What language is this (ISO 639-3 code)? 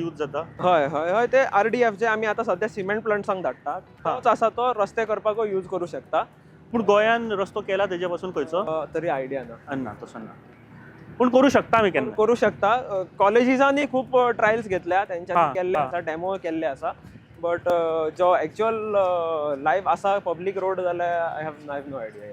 kok